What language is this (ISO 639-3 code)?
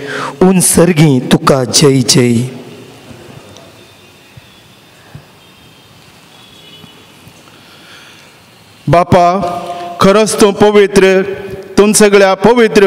kok